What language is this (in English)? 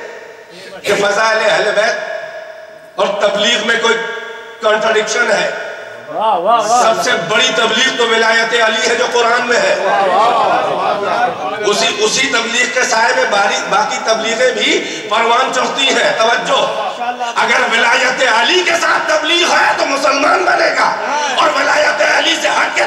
Urdu